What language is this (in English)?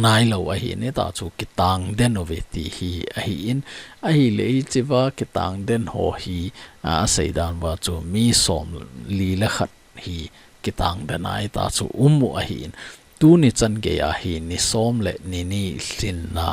Thado Chin